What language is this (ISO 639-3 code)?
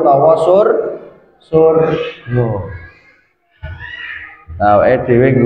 jav